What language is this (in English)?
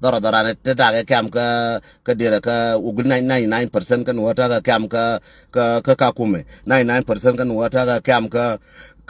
Nuer